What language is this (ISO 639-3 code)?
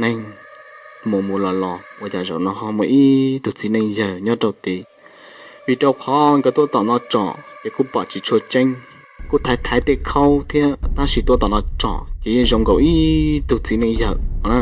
hmn